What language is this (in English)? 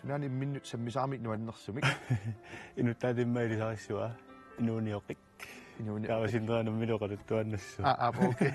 Kalaallisut